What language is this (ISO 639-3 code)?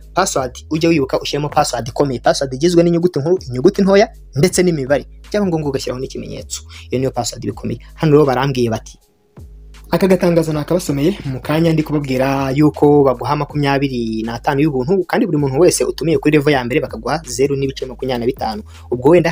kin